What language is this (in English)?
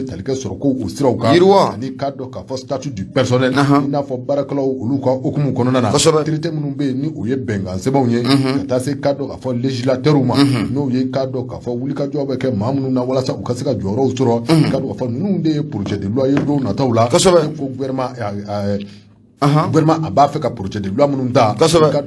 Bambara